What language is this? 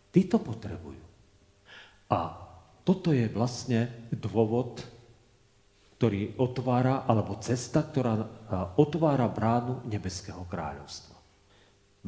Slovak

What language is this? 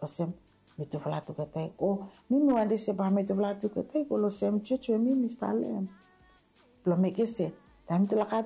Bislama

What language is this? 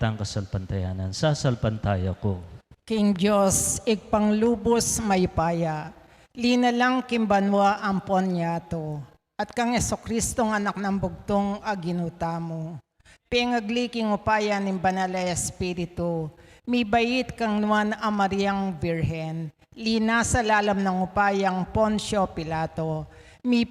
Pampanga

